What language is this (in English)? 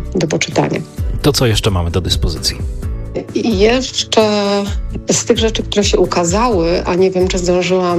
Polish